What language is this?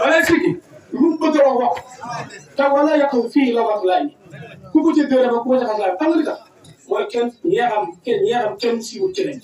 Wolof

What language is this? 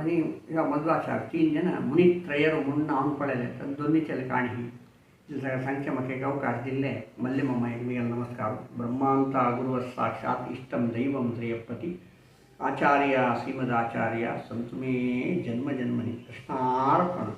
Konkani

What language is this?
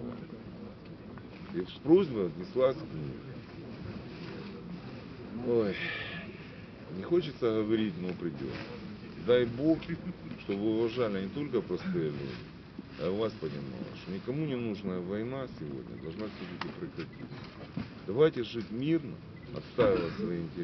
Russian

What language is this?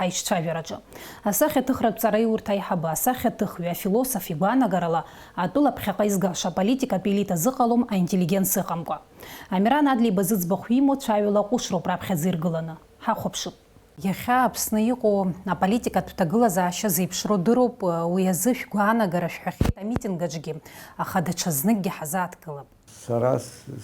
Abkhazian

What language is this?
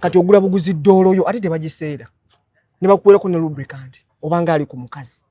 Ganda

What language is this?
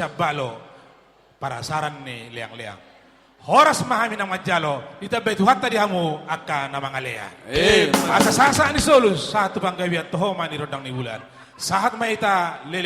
Batak Toba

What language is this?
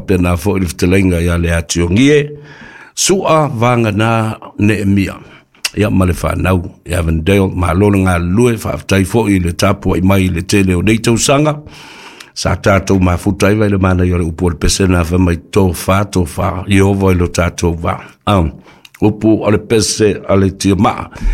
Samoan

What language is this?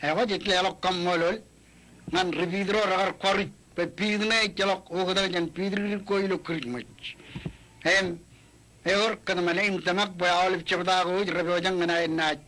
Marshallese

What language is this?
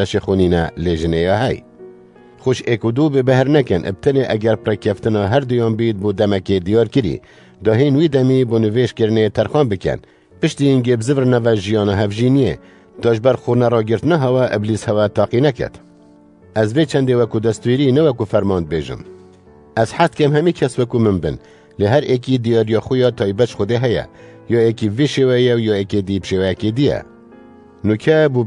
Kurdish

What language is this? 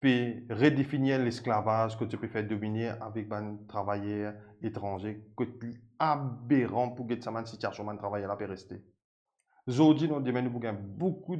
Morisyen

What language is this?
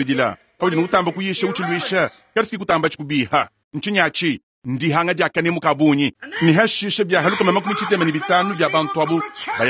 Luba-Lulua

